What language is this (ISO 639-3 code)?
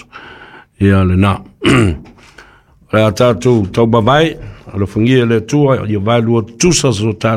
smo